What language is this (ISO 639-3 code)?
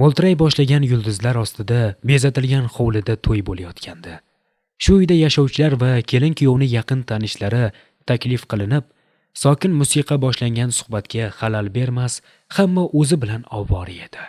uzb